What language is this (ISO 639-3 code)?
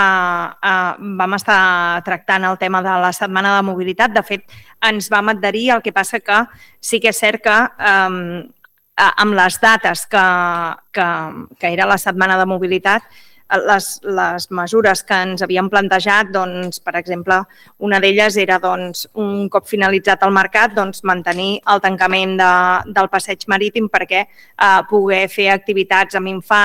cat